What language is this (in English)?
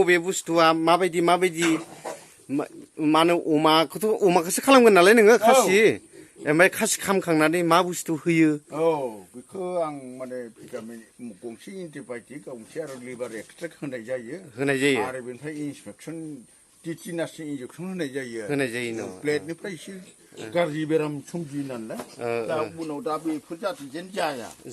Bodo